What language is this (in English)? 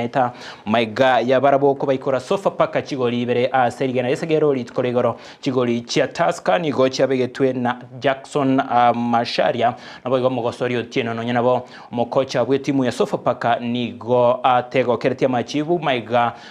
Gusii